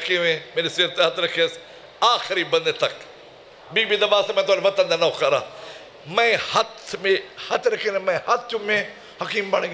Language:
Saraiki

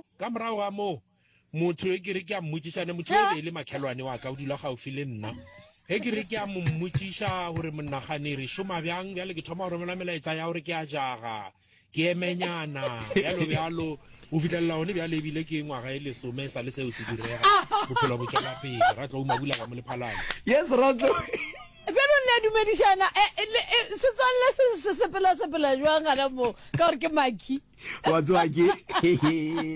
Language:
Northern Sotho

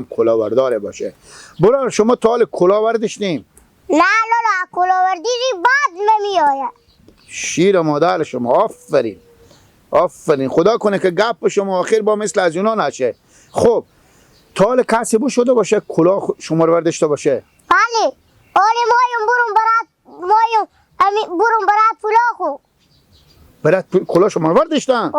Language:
Persian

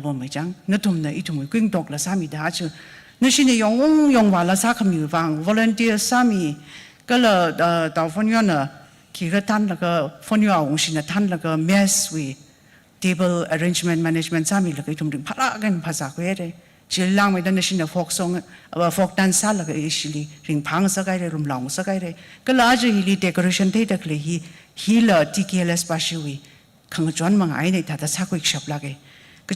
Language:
Tangkhul Naga (India)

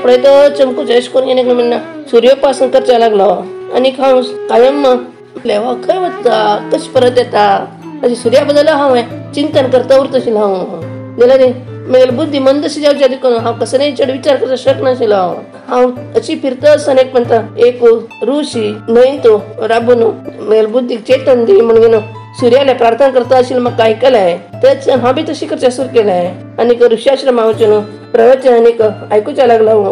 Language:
Konkani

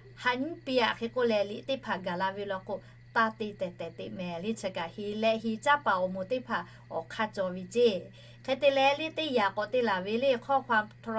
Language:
Lahu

